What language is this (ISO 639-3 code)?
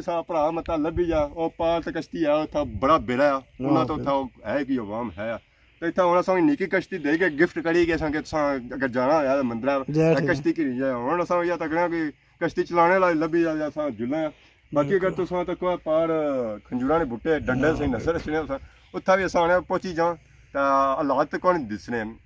phr